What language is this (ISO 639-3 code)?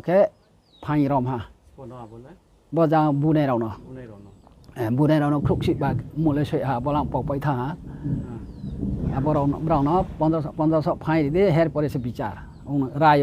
ria